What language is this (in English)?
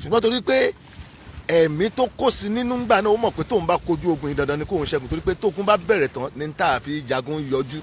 Yoruba